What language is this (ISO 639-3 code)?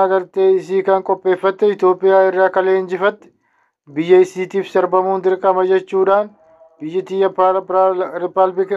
orm